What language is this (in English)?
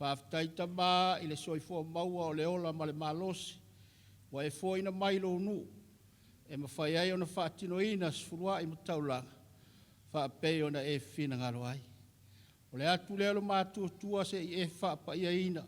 Samoan